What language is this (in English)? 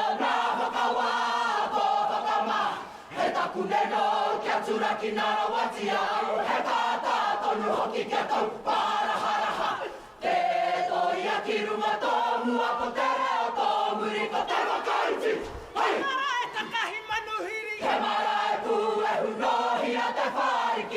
Māori